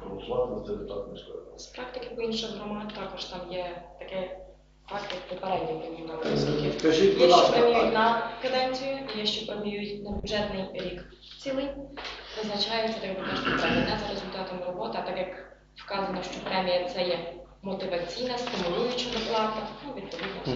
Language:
Ukrainian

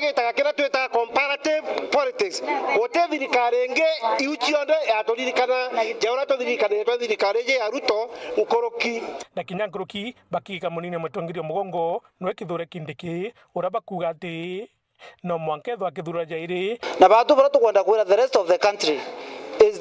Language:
Meru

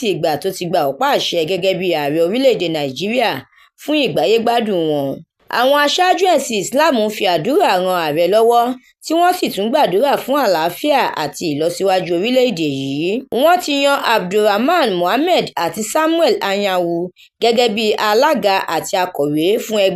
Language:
Yoruba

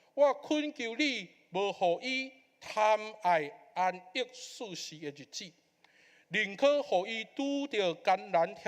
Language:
Min Nan Chinese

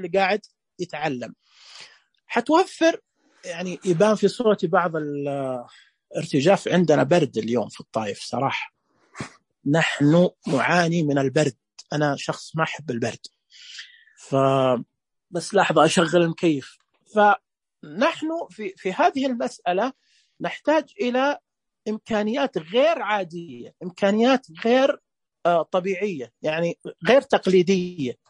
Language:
Najdi Arabic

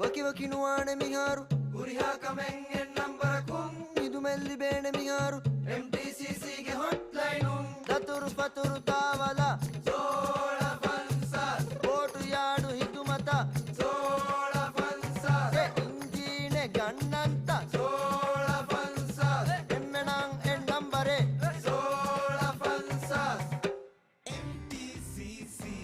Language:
Divehi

